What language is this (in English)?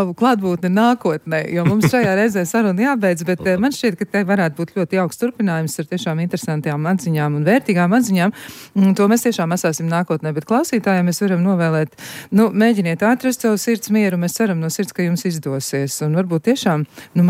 Latvian